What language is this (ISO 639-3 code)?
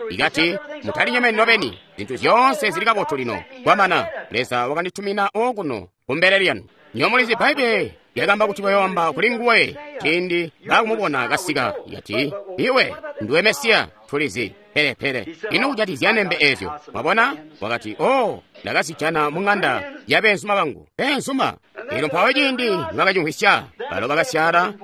toi